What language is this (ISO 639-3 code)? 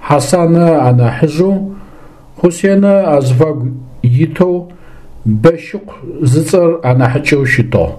ady